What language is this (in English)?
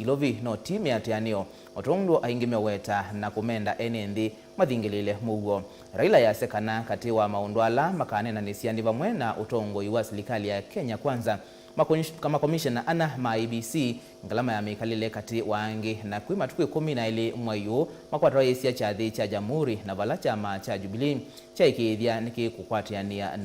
Kamba